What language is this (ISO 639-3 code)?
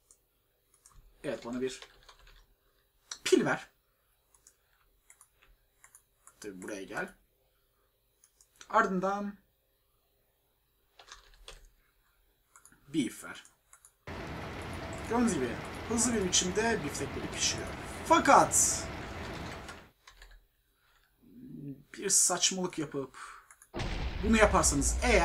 tur